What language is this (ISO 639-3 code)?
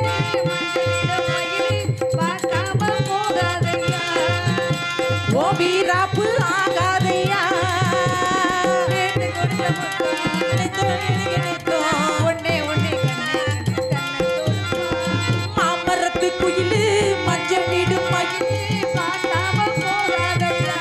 tam